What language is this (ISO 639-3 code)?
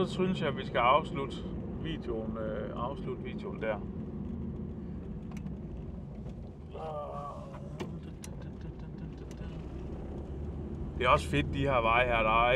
dan